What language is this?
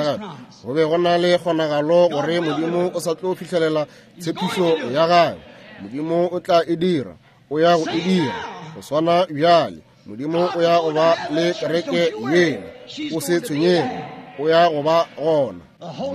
Northern Sotho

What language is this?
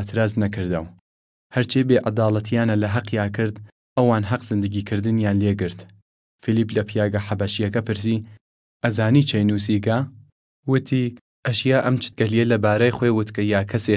Southern Kurdish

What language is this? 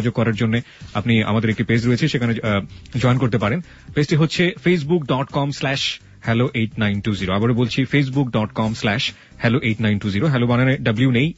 Bangla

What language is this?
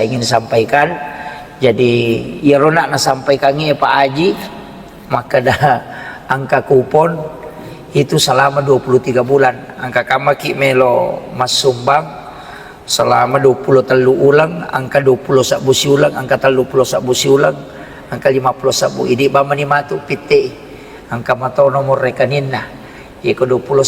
Buginese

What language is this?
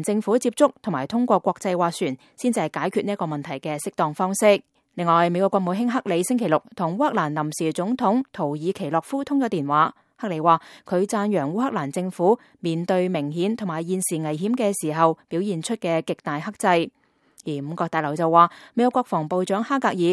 Cantonese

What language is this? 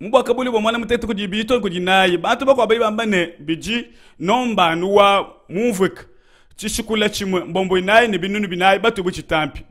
Luba-Lulua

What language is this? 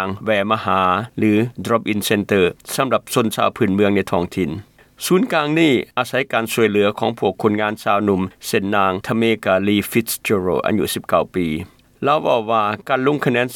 Lao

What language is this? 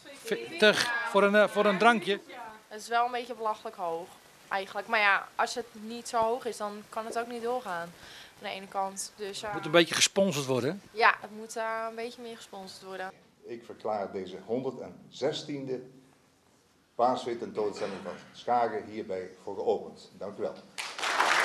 Dutch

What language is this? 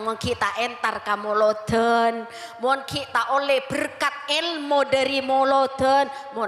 Madurese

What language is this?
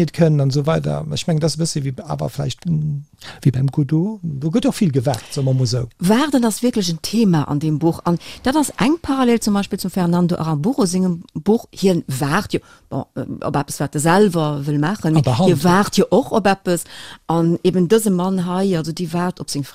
Luxembourgish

